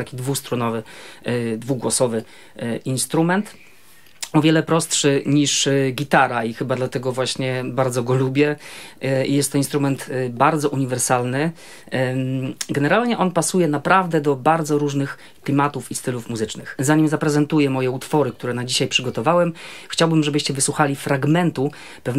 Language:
Polish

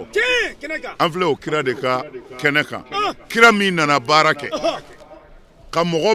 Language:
Bambara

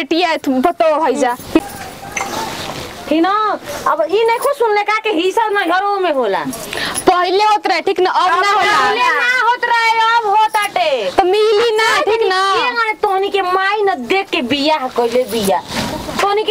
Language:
Bhojpuri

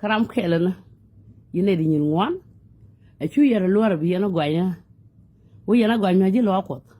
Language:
Nuer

